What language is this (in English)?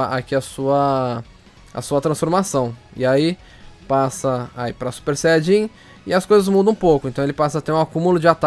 Portuguese